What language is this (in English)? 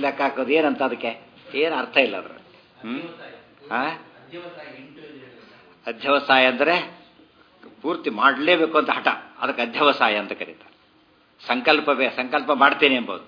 Kannada